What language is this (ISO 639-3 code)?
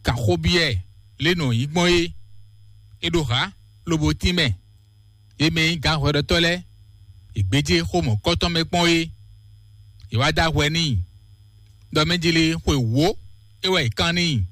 fon